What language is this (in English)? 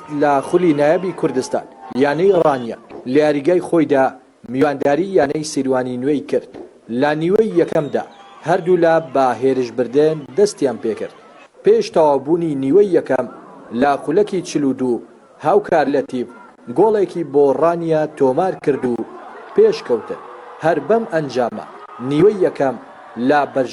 Central Kurdish